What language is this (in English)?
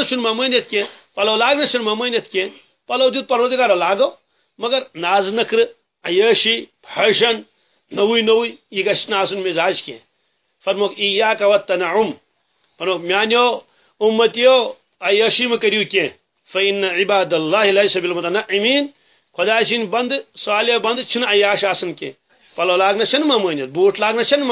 Kashmiri